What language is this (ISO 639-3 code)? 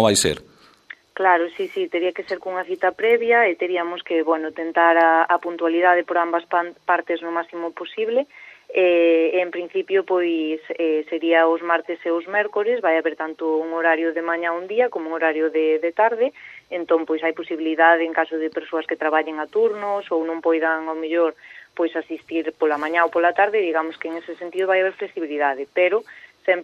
glg